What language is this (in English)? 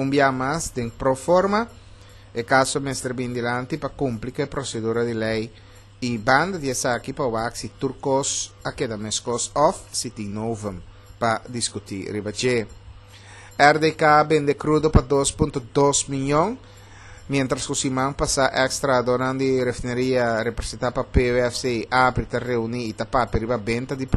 Papiamento